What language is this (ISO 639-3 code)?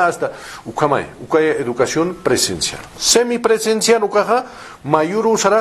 aym